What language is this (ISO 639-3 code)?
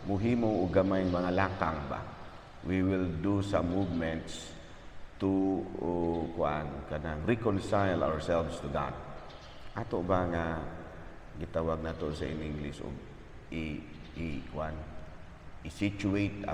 ceb